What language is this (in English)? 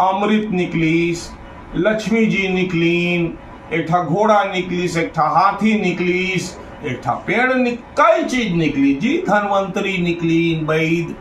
Chhattisgarhi